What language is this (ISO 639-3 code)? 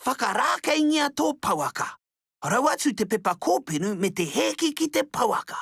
mri